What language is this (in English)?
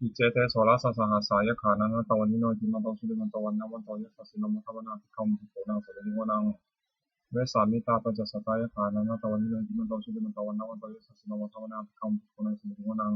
Pali